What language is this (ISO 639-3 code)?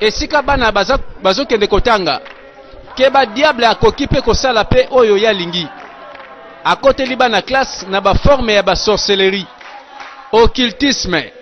lin